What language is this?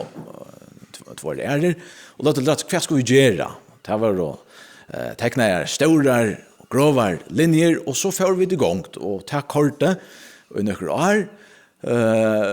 Faroese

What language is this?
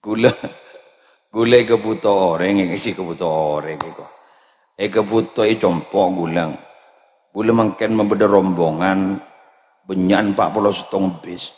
Madurese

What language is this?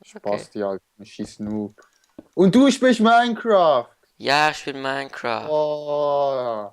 Swiss German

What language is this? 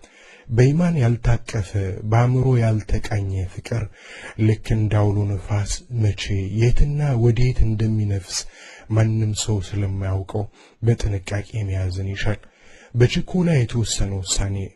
Amharic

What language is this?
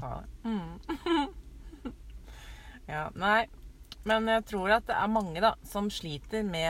Norwegian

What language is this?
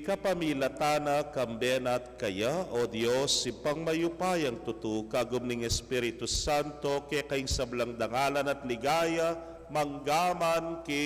Pampanga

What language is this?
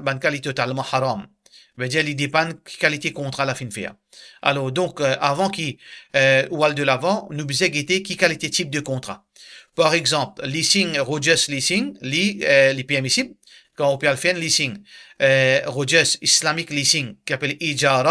Morisyen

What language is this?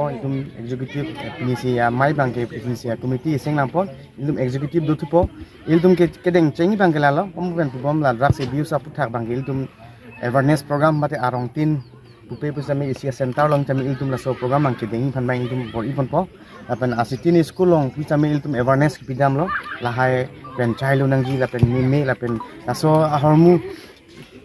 Karbi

